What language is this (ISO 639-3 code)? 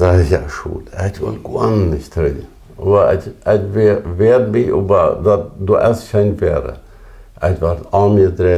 pdt